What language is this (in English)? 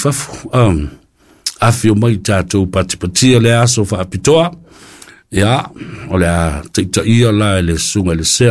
Samoan